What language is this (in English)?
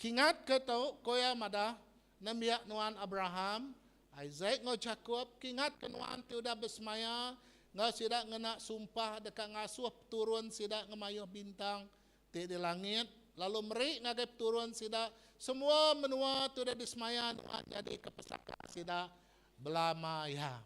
Iban